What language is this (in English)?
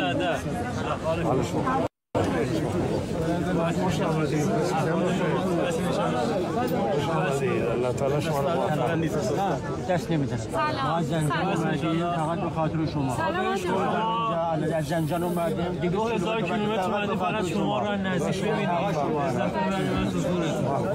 Persian